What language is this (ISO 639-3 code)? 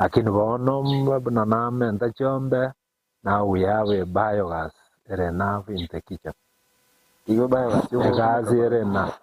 guz